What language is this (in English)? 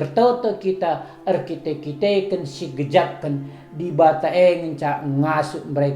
Batak Karo